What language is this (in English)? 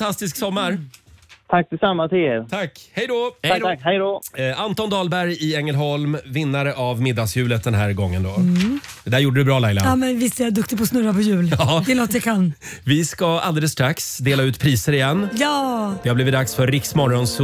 Swedish